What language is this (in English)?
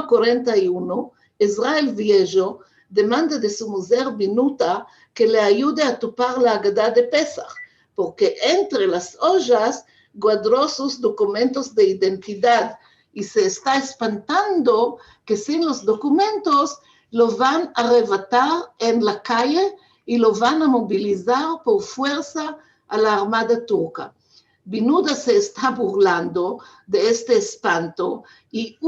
Ladino